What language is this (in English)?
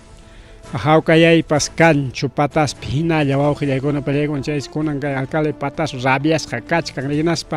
Ayacucho Quechua